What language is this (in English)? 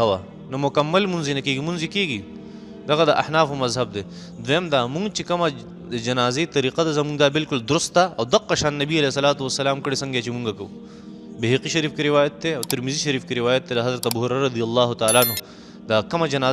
Pashto